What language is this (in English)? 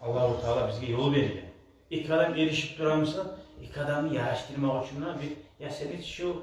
Kumyk